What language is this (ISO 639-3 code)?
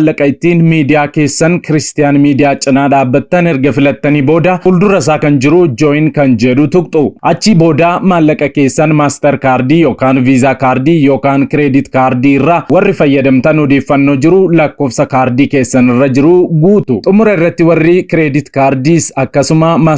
orm